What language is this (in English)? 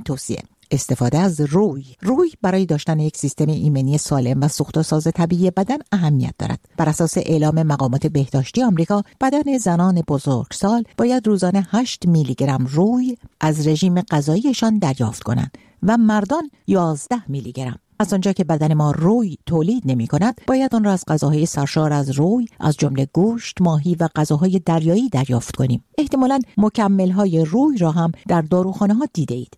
Persian